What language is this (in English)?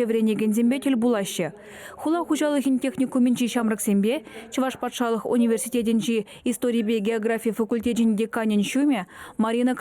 Chuvash